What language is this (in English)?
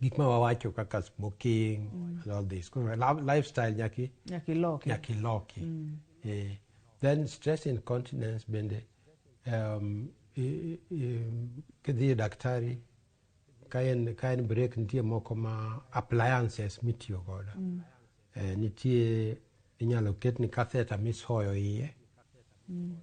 Luo (Kenya and Tanzania)